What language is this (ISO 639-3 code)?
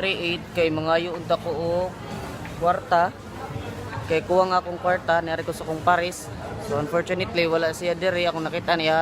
ceb